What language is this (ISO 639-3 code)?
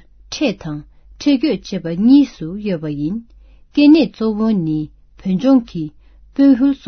bod